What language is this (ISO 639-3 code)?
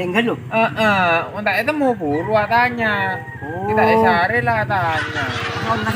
mad